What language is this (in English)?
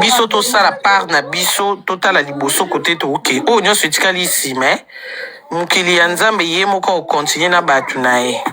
Lingala